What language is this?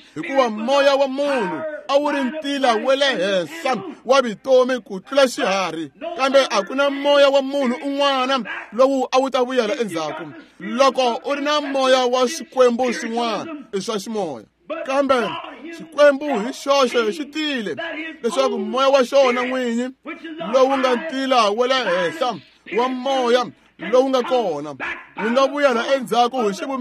Tsonga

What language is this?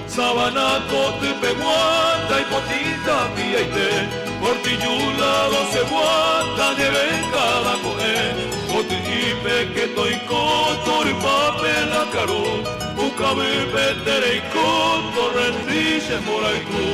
Guarani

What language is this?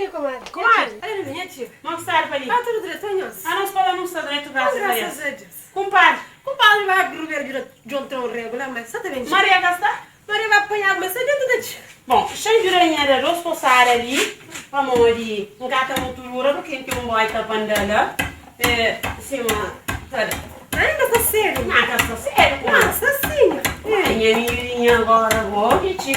Kabuverdianu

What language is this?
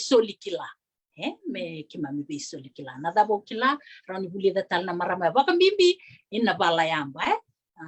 Fijian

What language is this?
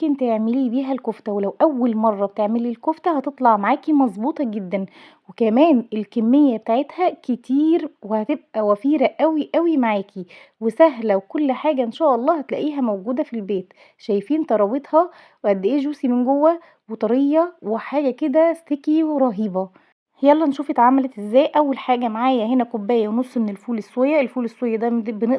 Egyptian Arabic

